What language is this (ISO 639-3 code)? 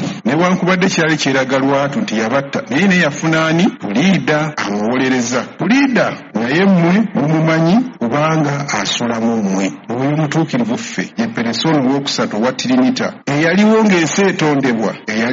lug